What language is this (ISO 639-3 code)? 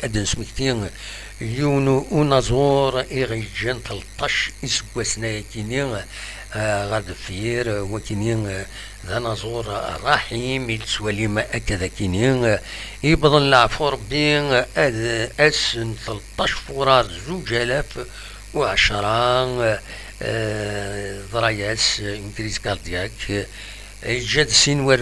kab